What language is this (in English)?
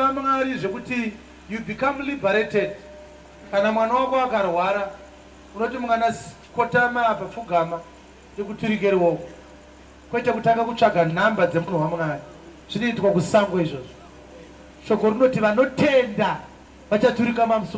Shona